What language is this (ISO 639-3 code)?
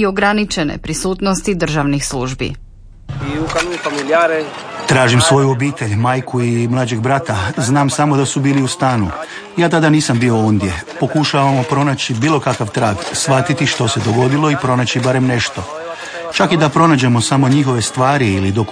hrv